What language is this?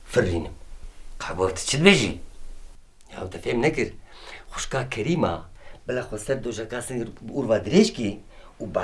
Kurdish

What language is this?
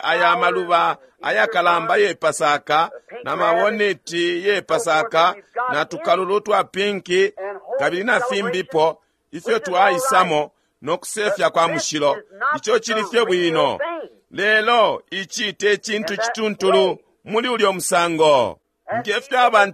Bemba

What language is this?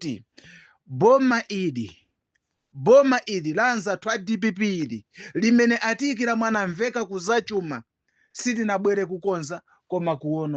Nyanja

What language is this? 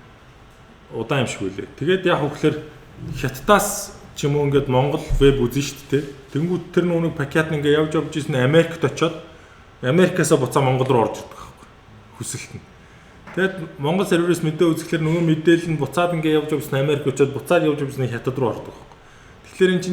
Mongolian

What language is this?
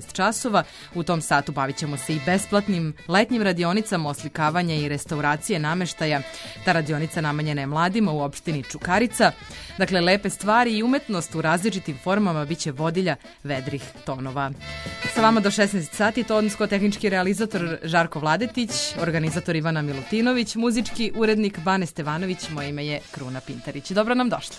Serbian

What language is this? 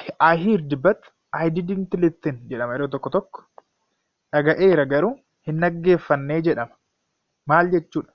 Oromo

